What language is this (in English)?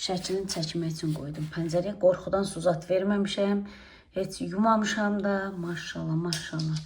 Azerbaijani